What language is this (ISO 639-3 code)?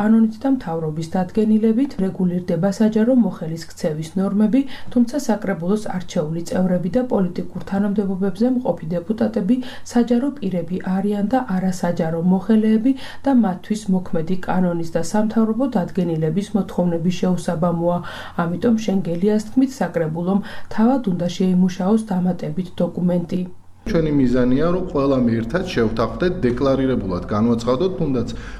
kat